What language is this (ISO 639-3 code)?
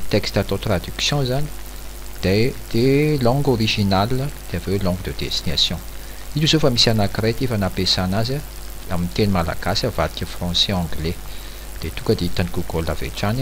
mlg